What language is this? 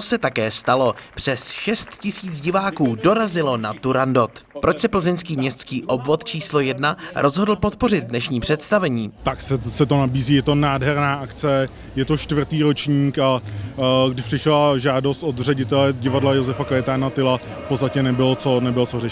Czech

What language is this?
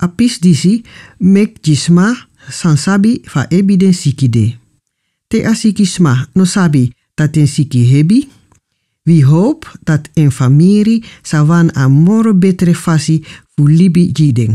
Sranan Tongo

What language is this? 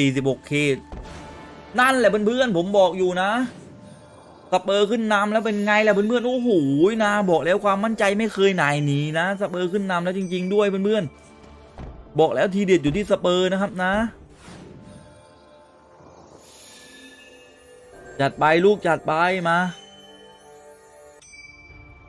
Thai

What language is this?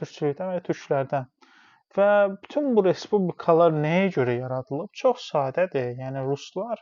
Azerbaijani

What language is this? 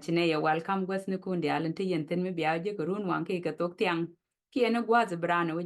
Nuer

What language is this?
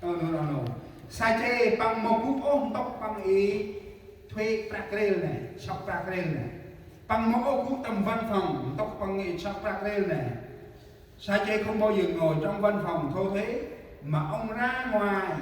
Central Mnong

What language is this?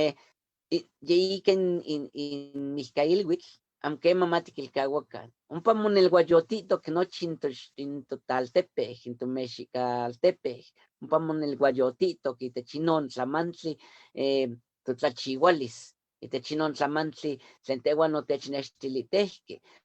Eastern Huasteca Nahuatl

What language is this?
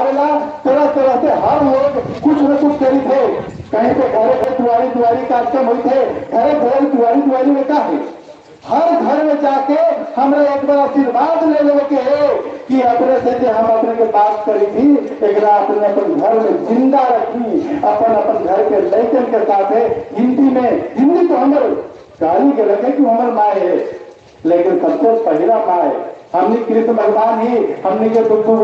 Magahi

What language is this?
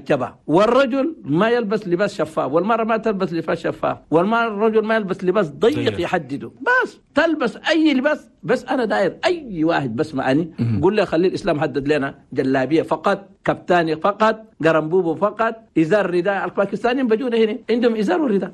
Chadian Arabic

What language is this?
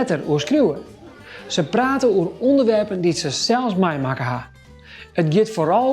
Western Frisian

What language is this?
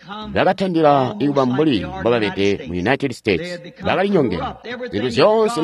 Tonga (Zambia)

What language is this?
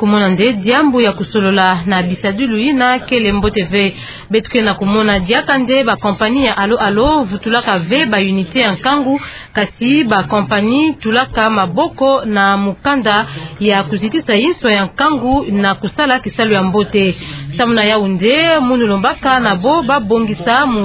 Kituba (Democratic Republic of Congo)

